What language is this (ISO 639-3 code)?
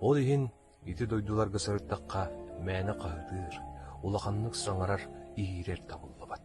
sah